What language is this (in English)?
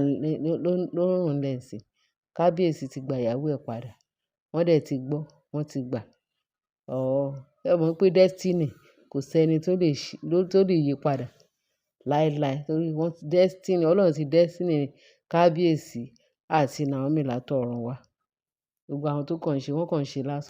Yoruba